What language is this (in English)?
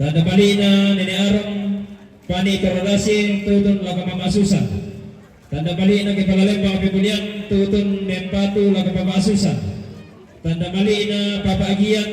Toraja-Sa'dan